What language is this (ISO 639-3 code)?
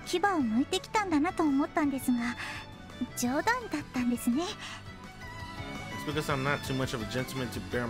jpn